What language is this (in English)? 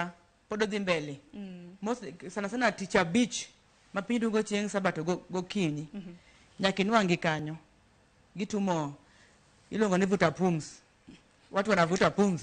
Luo (Kenya and Tanzania)